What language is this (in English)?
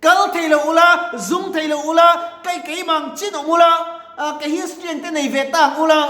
Mizo